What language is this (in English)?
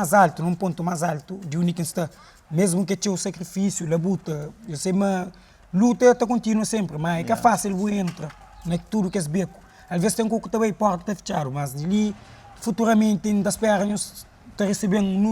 Kabuverdianu